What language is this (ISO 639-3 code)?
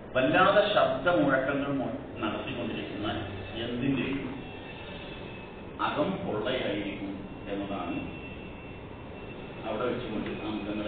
mal